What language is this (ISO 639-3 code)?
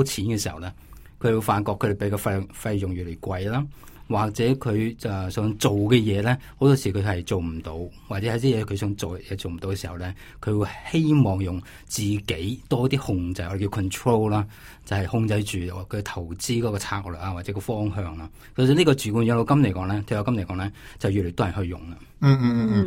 yue